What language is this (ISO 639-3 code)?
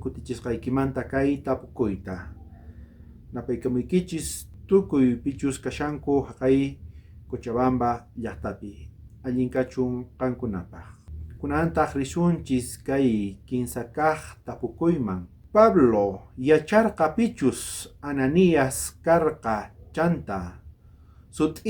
quh